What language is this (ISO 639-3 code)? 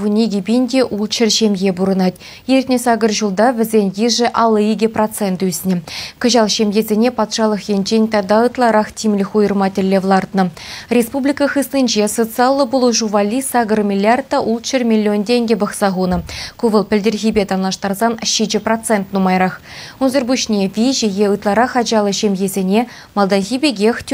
chv